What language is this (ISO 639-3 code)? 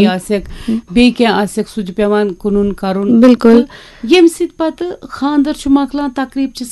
kas